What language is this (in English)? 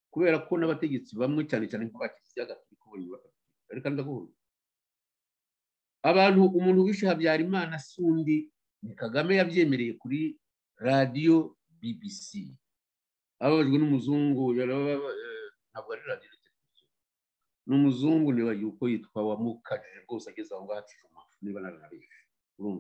Kinyarwanda